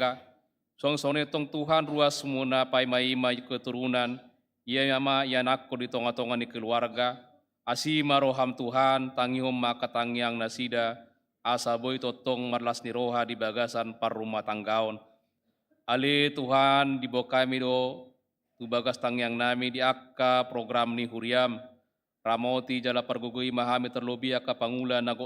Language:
Batak Toba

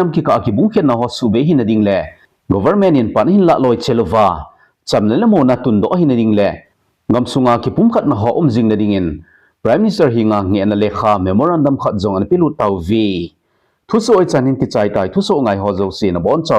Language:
Thado Chin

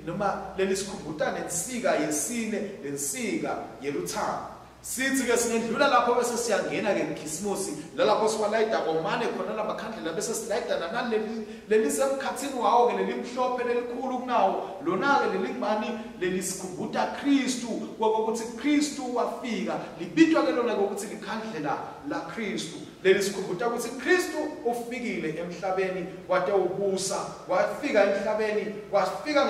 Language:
Swati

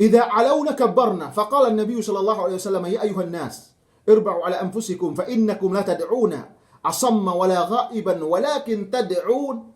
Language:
Yakan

